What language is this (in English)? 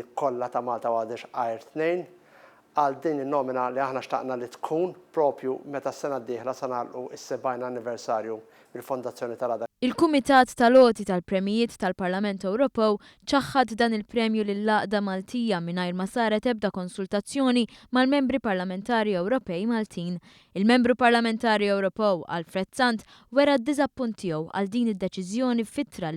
Maltese